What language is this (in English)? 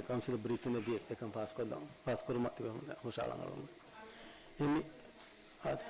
Divehi